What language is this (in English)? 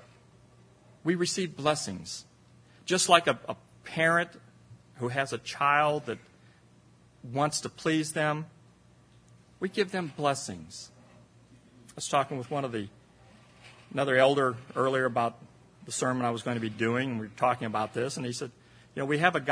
English